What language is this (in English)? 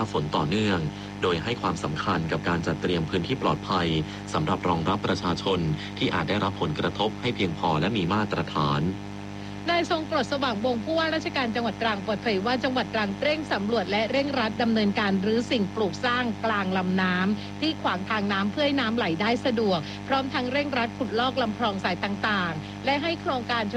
Thai